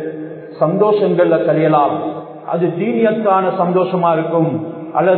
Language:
Tamil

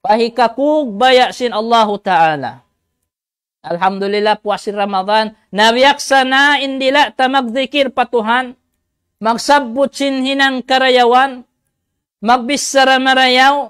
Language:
Tausug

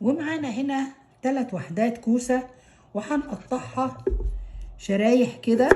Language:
Egyptian Arabic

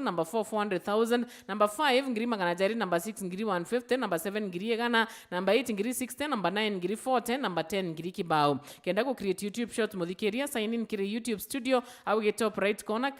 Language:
Meru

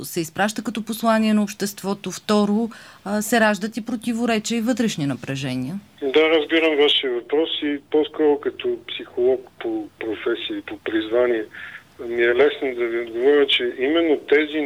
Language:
Bulgarian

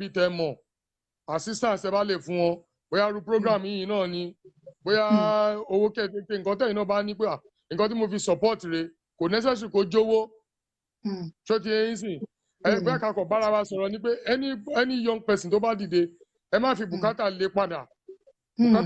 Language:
Yoruba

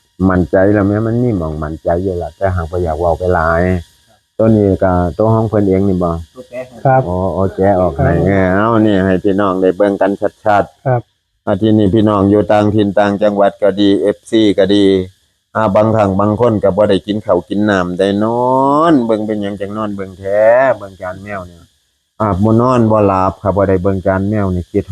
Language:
Northeastern Thai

